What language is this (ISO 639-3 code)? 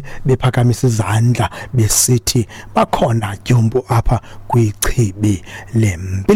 xho